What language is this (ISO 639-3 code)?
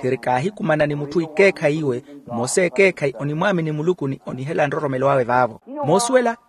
vmw